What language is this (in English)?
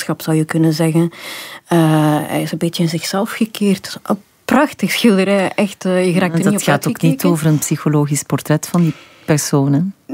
Dutch